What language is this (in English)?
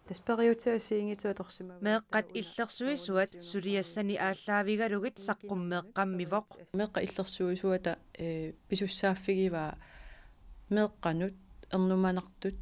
Kalaallisut